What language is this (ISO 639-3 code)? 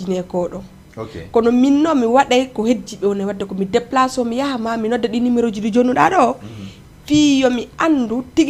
ful